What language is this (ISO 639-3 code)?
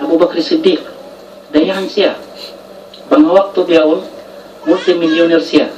tsg